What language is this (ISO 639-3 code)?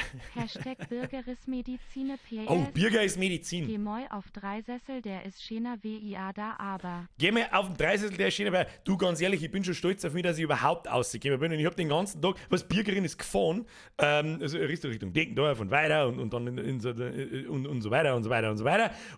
bar